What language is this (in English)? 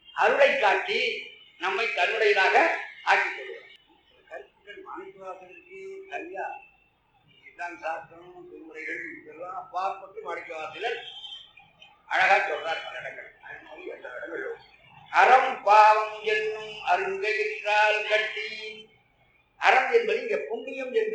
Tamil